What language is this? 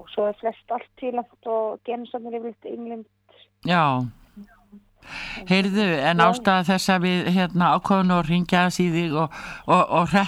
Icelandic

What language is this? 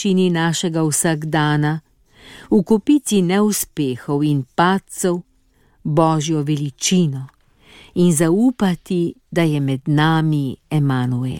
Slovenian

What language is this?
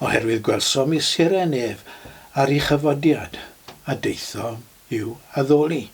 Welsh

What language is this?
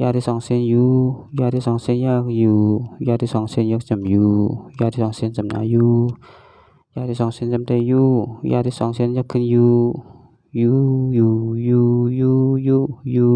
Shan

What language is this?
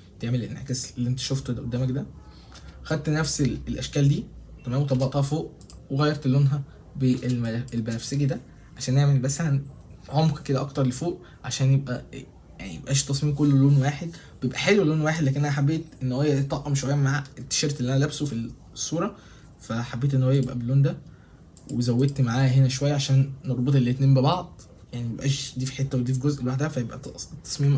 Egyptian Arabic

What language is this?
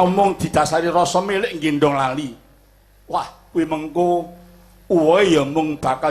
Javanese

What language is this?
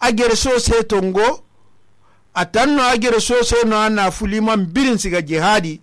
Susu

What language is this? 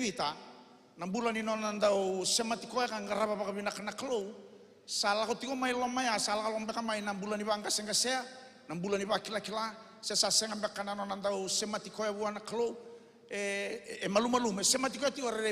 Fijian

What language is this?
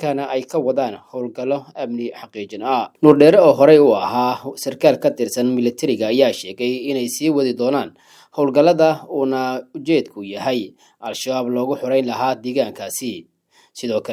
Somali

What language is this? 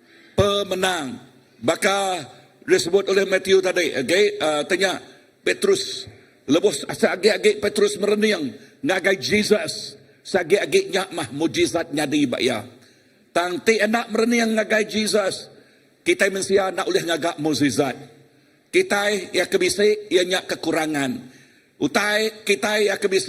Iban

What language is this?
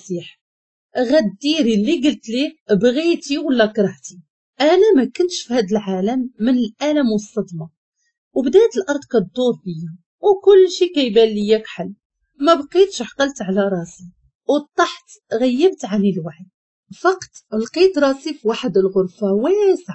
Moroccan Arabic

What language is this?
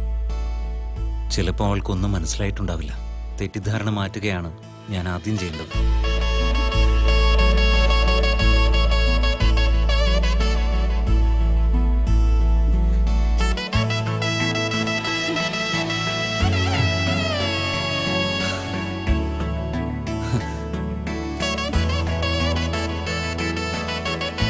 Malayalam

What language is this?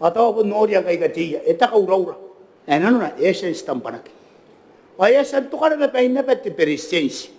Gilbertese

